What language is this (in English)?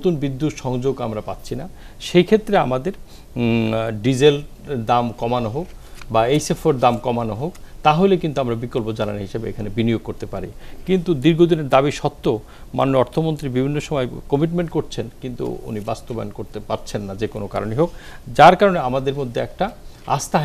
Bangla